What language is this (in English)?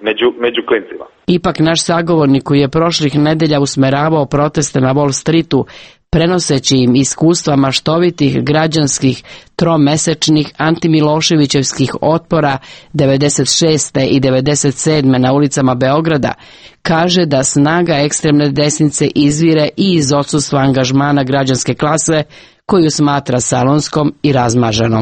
Serbian